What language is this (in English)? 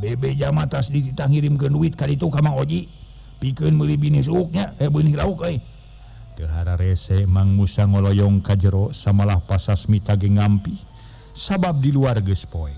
Sundanese